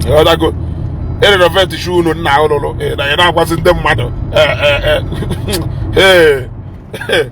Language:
Igbo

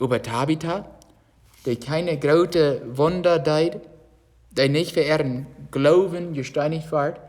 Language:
Plautdietsch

